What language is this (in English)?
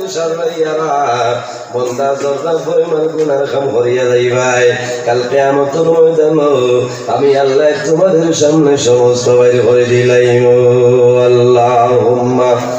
Sylheti